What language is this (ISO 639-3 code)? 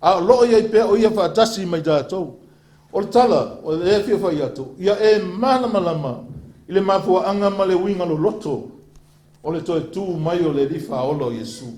smo